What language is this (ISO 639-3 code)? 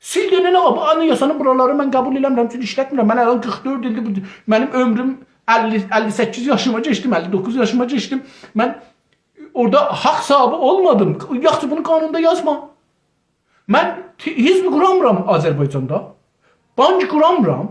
azb